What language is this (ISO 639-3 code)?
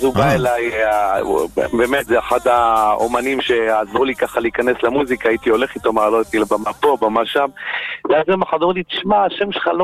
heb